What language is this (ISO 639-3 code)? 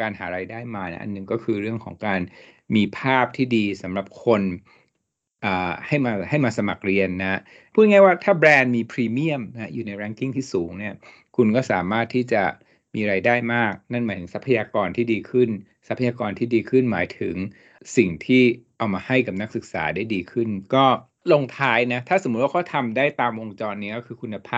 tha